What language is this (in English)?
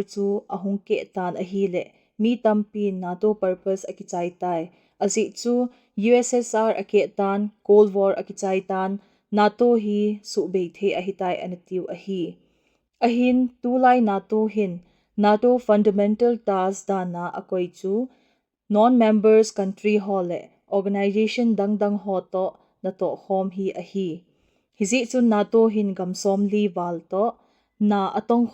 Thado Chin